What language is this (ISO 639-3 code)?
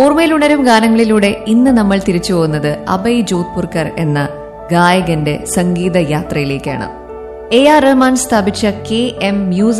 mal